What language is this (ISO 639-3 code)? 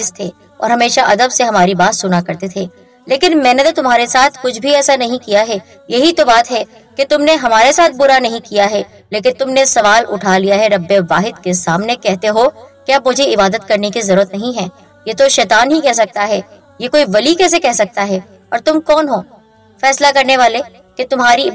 urd